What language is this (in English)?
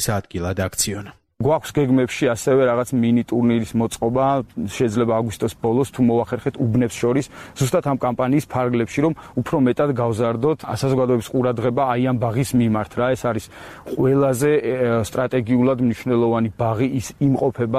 Georgian